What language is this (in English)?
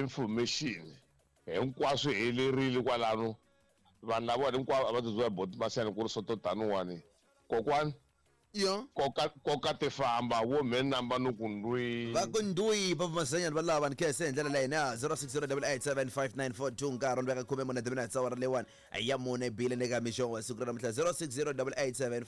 Tsonga